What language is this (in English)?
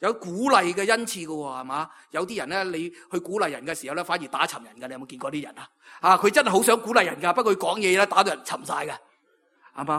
Cantonese